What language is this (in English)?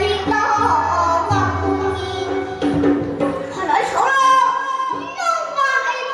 Manipuri